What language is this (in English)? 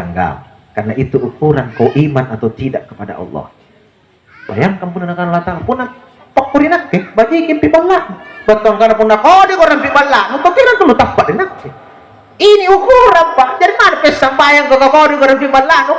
Makasar